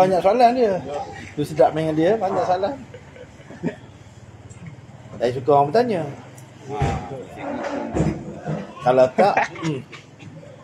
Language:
Malay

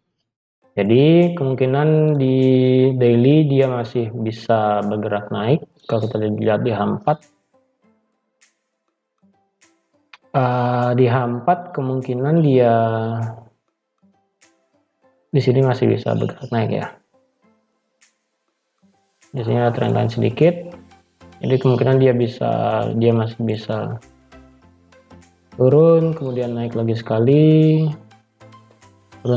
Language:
Indonesian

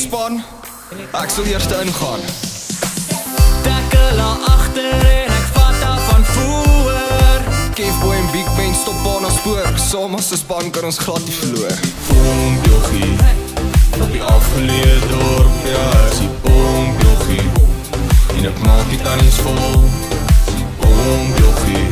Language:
Afrikaans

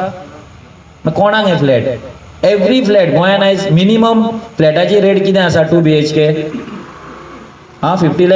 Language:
Konkani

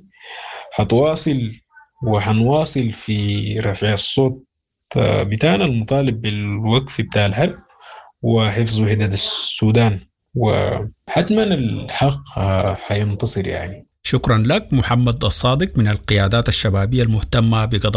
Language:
Sudanese Arabic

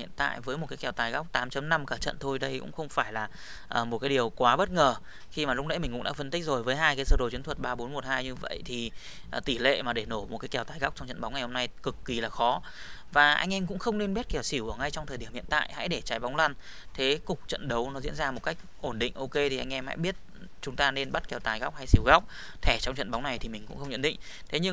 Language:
Vietnamese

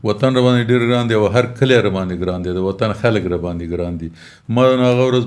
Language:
Pashto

